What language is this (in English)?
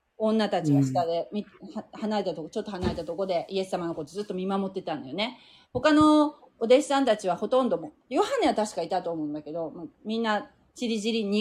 Japanese